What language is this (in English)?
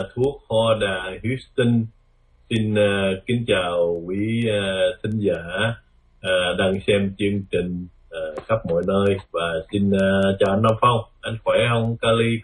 Vietnamese